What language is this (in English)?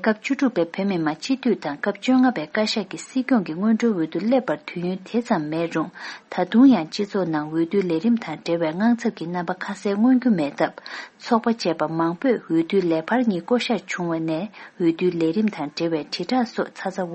Tibetan